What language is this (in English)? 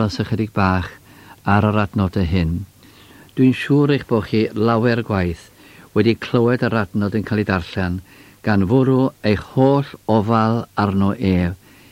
Welsh